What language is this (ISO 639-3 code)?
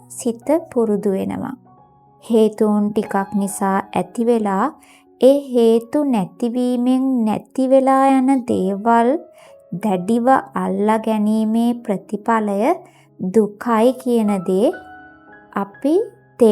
sin